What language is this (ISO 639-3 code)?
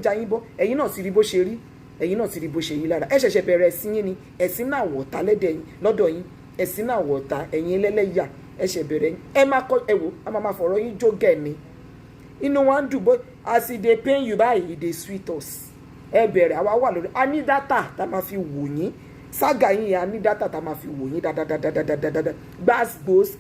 yor